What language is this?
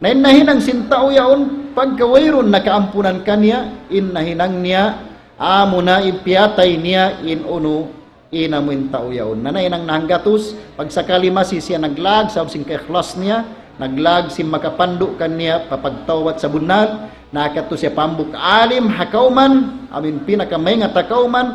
Tausug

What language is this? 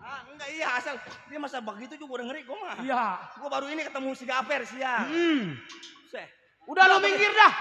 Betawi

